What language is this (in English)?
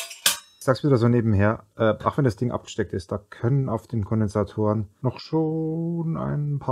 German